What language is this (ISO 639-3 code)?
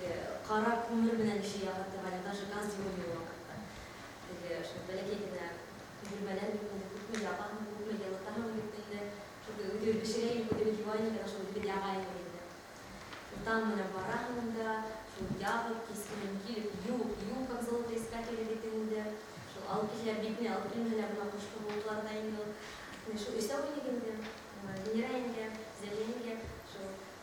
bak